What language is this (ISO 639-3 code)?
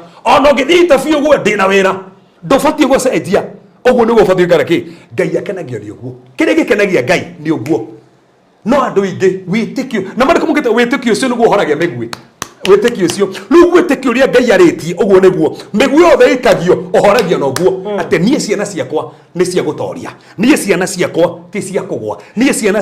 kik